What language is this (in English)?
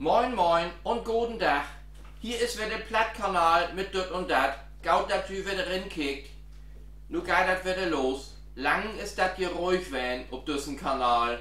Low German